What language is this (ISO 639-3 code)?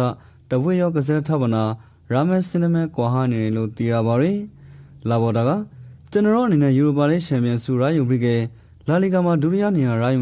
rki